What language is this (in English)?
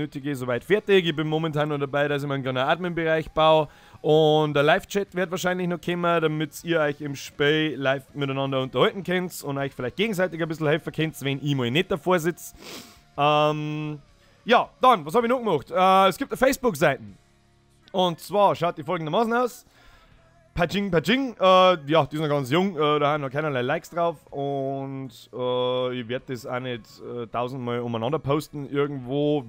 Bavarian